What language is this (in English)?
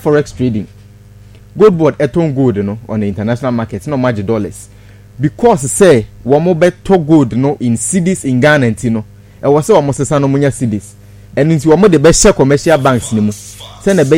Akan